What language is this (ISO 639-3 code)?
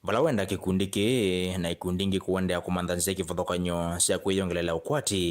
kam